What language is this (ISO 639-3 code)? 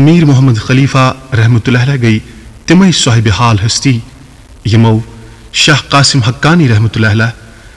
kas